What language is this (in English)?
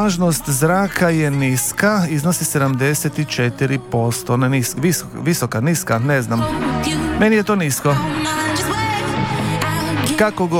Croatian